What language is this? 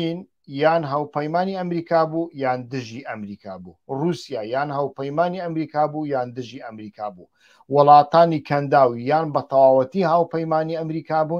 Central Kurdish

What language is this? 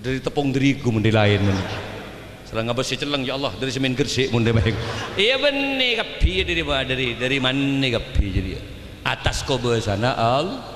Madurese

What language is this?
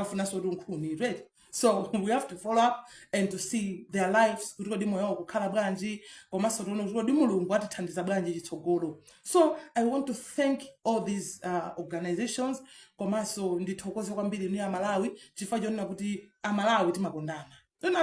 Nyanja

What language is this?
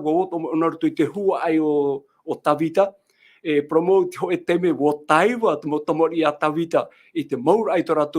Tahitian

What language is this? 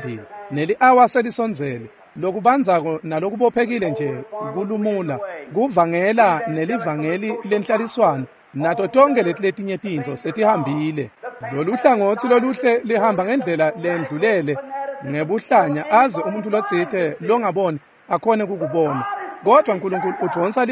Swati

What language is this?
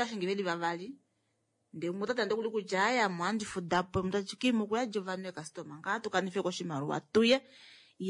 Kuanyama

